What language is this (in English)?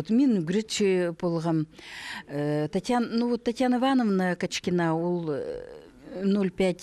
Khakas